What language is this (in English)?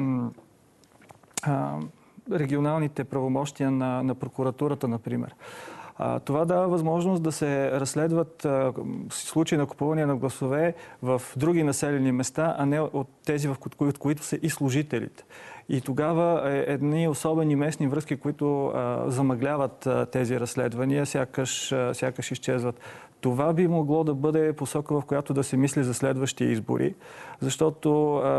Bulgarian